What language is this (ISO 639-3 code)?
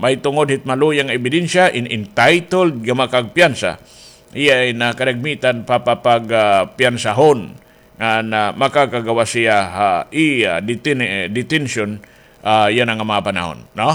war